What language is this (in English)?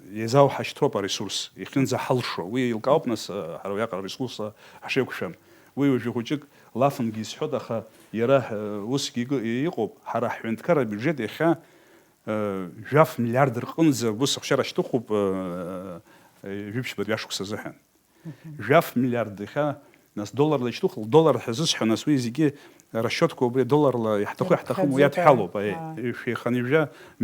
Abkhazian